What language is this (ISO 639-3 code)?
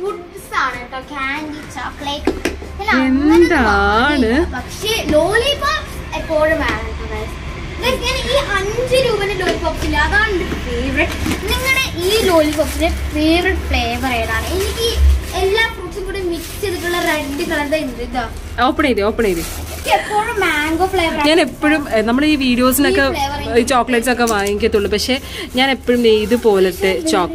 mal